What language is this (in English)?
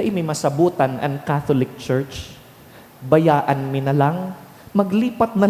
Bikol